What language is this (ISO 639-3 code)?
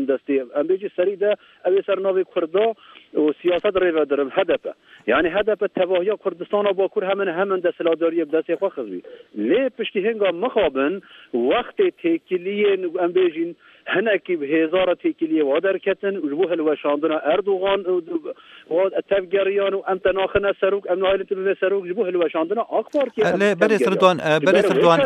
kur